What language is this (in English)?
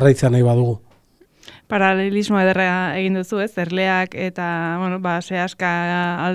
Basque